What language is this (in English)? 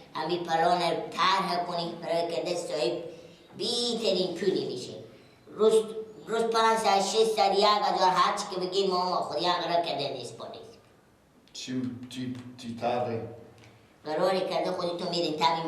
Persian